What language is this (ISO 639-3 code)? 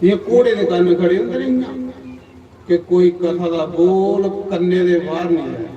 doi